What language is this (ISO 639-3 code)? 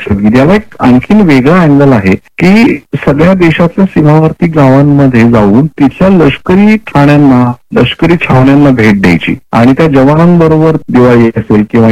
mar